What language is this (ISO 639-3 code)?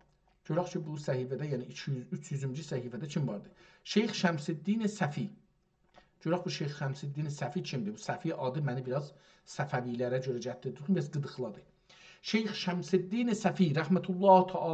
azb